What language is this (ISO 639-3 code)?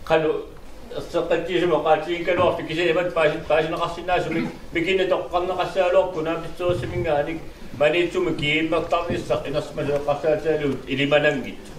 kal